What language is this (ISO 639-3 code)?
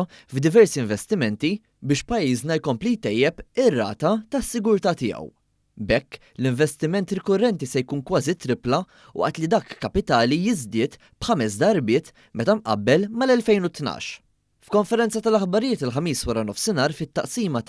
mlt